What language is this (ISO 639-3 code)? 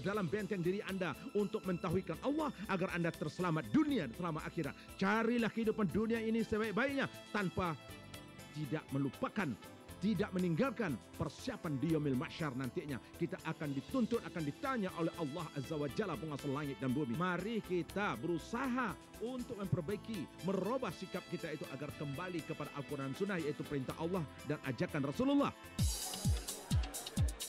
msa